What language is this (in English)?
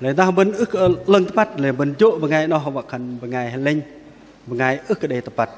Bahnar